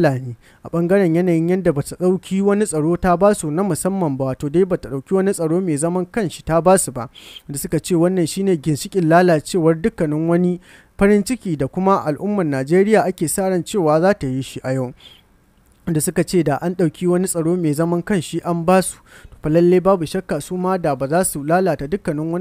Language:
Hausa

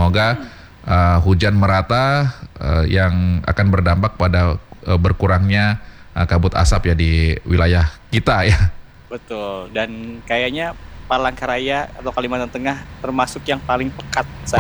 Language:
Indonesian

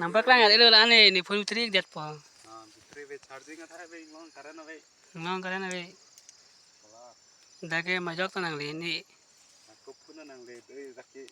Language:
Karbi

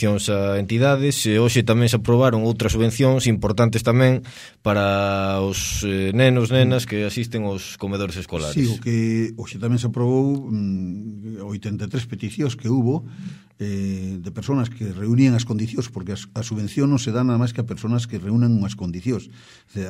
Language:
Galician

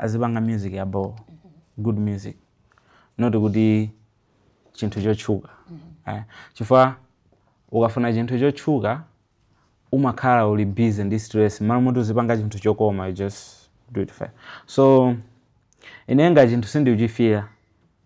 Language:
Nyanja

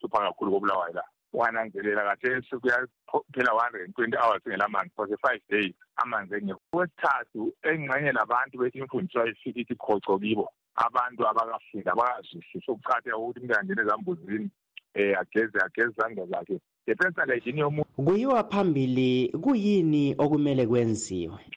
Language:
North Ndebele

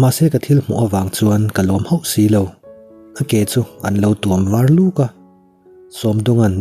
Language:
Mizo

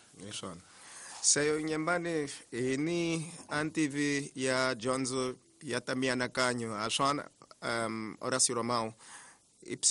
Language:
Tsonga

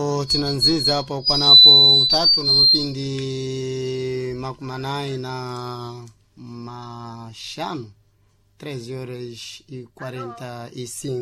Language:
Sena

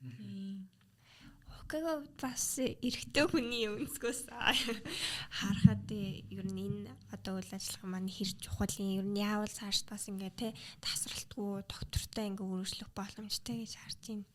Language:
Mongolian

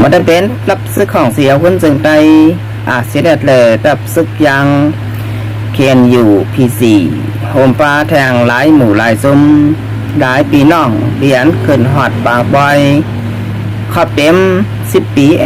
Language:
Shan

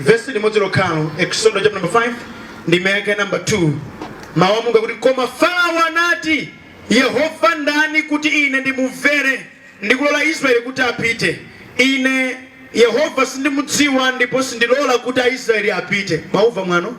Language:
Nyanja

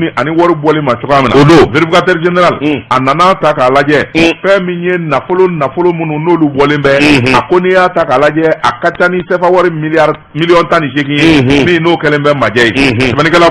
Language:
Bambara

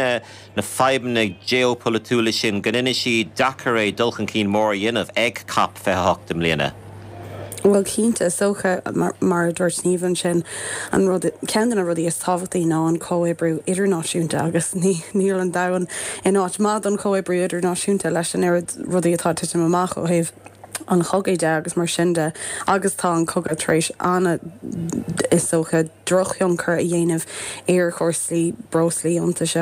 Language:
Irish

